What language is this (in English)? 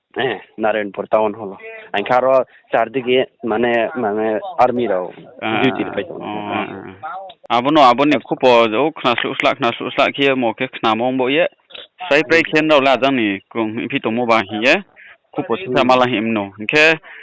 Riang (India)